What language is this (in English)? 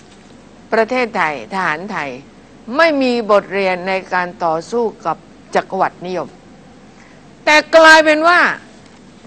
Thai